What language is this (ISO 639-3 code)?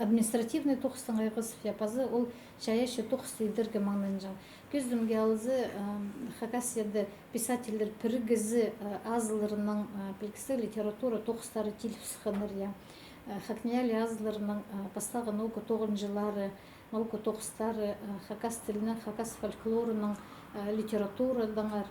kjh